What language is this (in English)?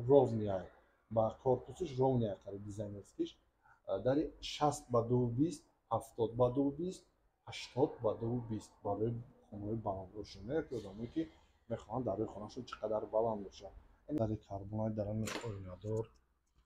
Tajik